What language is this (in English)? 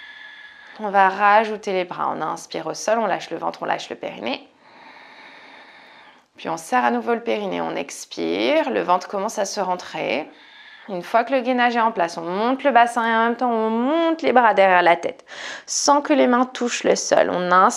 French